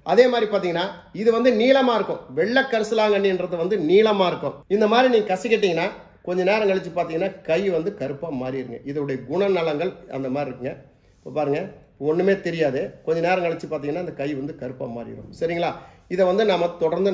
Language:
Tamil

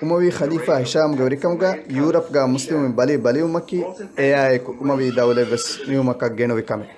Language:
Divehi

